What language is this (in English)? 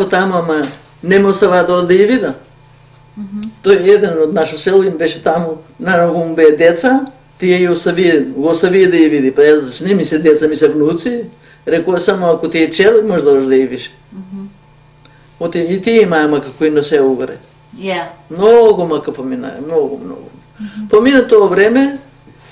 Macedonian